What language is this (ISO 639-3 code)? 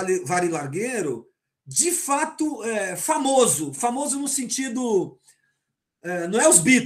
por